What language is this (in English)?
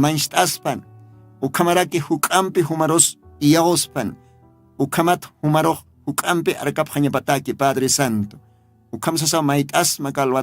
Aymara